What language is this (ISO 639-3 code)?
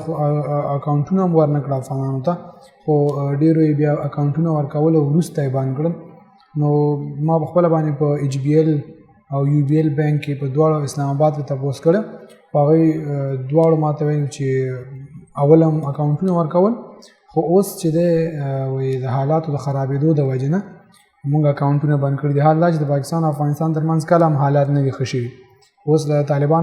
pus